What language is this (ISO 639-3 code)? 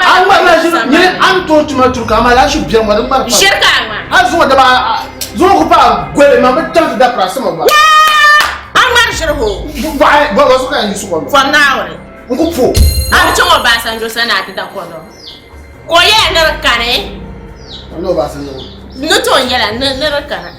dag